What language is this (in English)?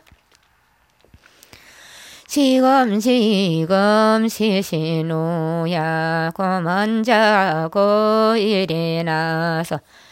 Korean